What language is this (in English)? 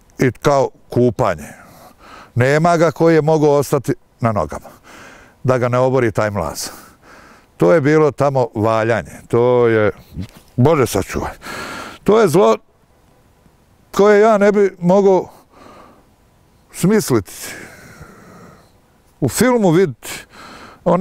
Bosnian